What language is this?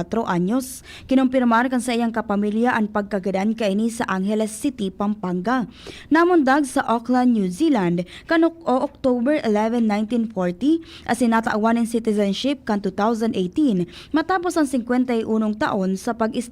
Bikol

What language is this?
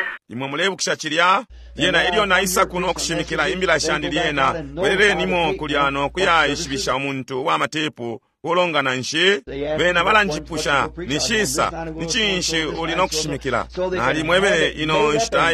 Bemba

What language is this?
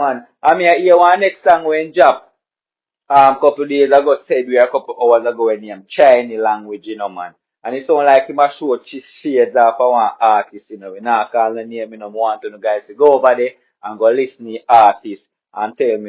Jamaican Creole English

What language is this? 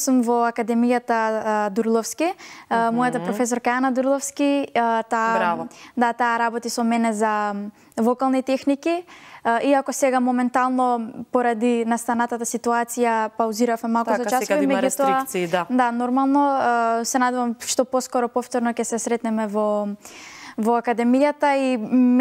Macedonian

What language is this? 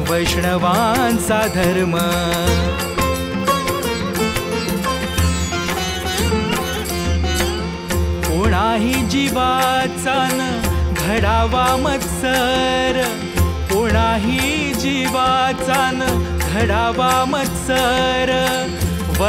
Marathi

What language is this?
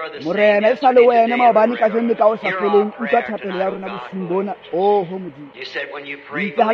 Tswana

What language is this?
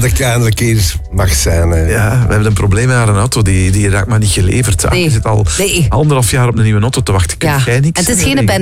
Dutch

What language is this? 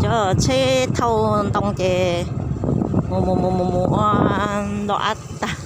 Hmong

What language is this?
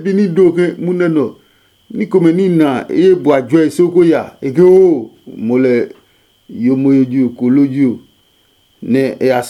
Adangme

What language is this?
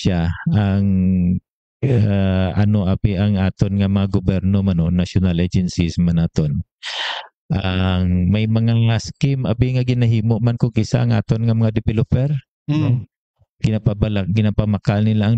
Hiligaynon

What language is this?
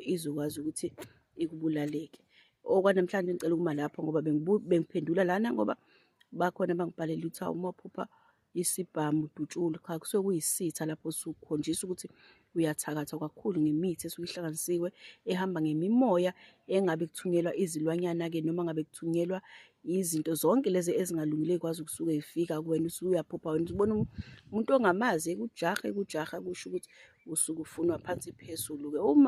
Zulu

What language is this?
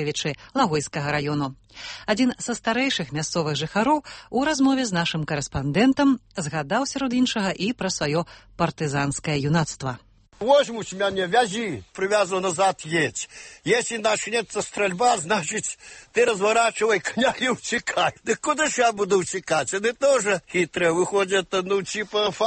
Belarusian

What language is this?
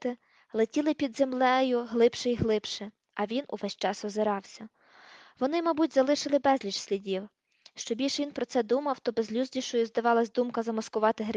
Ukrainian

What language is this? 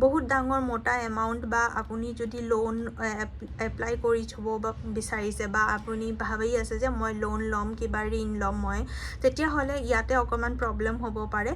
Assamese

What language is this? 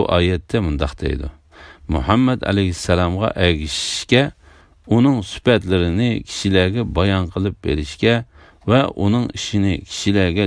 Uyghur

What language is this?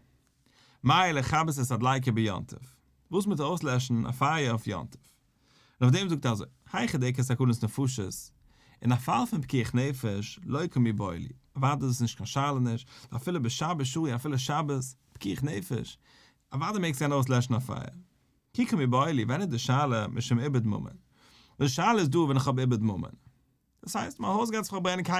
Yiddish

